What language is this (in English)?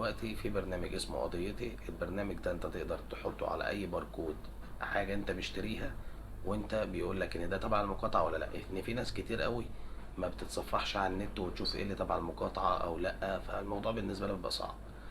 Egyptian Arabic